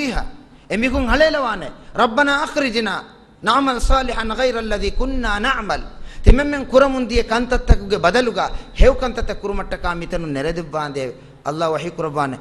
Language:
Divehi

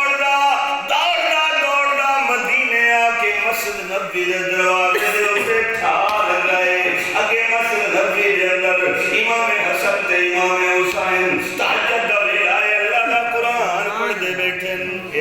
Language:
Saraiki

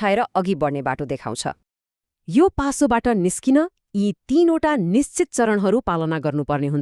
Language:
Nepali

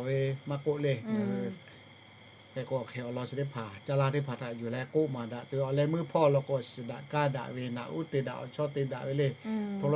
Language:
Lahu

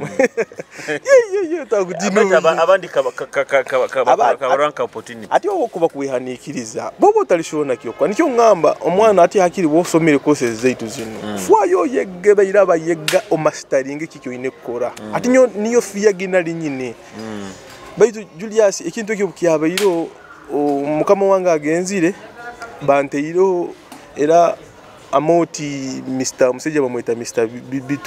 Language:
Nyoro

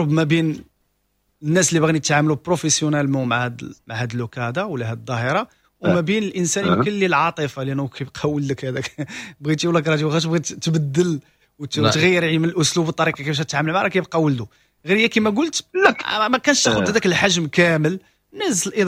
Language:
Moroccan Arabic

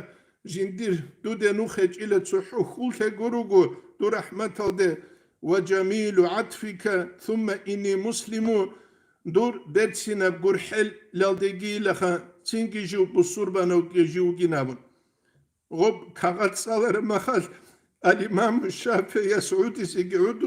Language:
Avaric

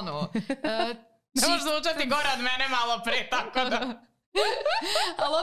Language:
Serbian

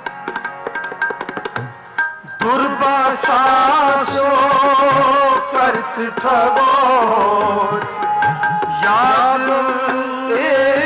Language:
Punjabi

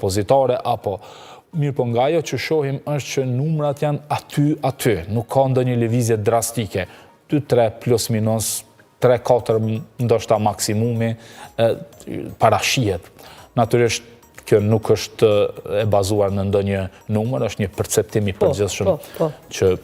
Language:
Albanian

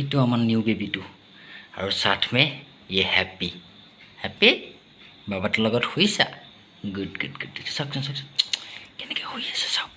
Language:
Assamese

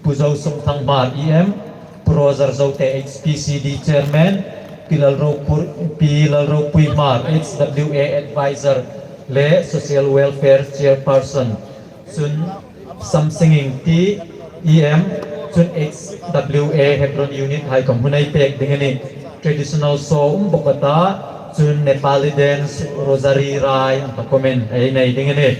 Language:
Hmar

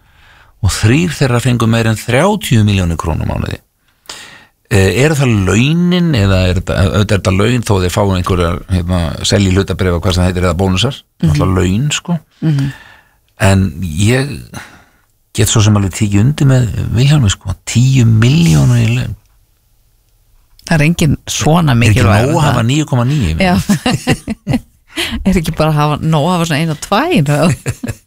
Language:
Icelandic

